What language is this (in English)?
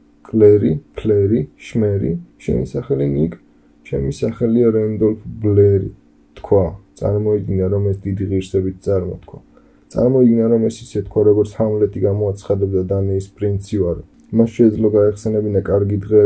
Georgian